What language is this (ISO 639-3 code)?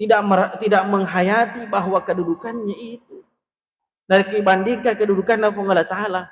bug